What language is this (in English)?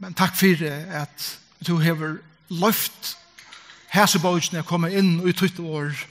Faroese